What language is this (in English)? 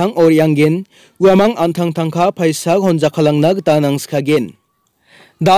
Garo